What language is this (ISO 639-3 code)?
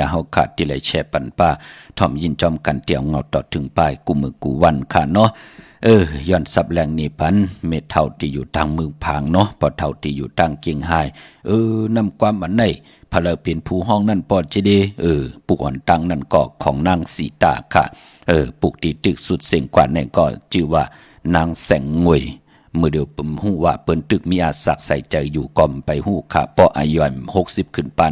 shn